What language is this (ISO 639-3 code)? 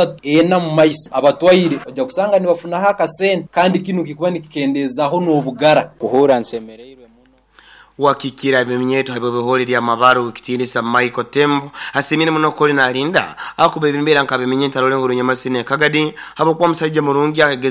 nyo